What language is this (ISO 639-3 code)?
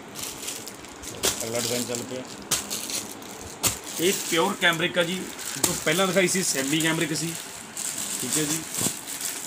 pan